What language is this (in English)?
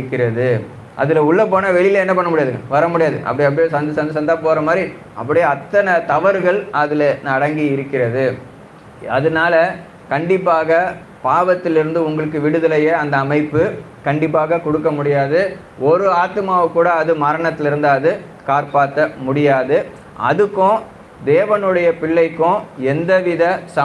Tamil